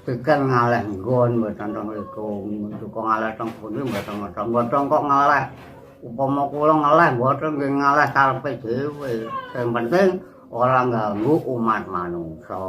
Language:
Javanese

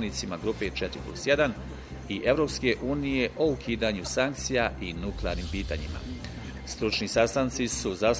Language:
Bosnian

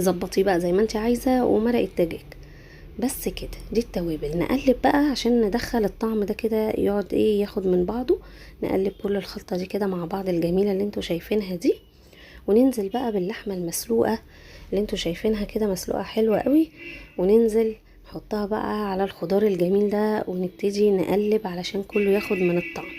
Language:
Egyptian Arabic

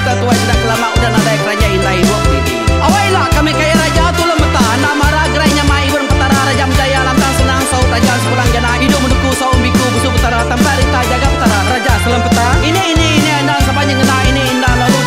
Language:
Iban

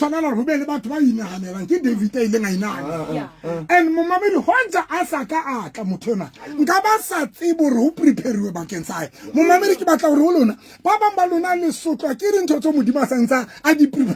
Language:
Southern Sotho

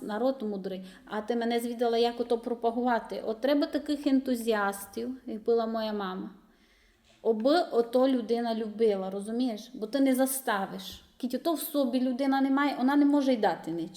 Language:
Rusyn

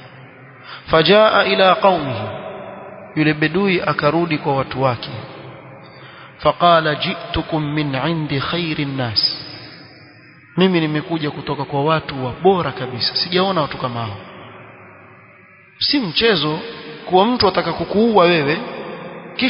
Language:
Swahili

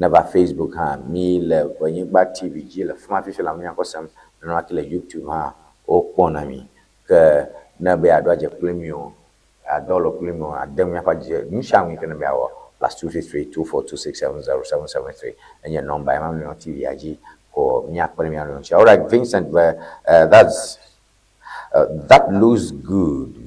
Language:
Ewe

